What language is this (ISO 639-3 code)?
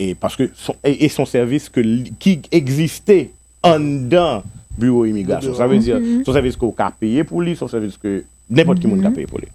hat